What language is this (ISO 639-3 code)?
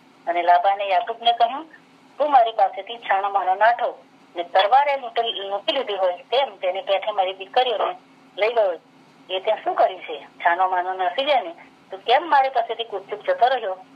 guj